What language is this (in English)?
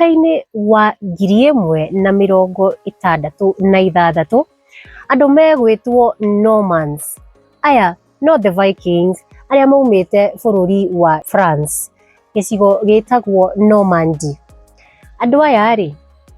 Kikuyu